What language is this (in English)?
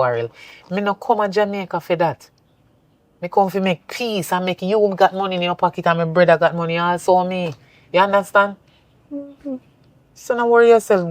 Jamaican Creole English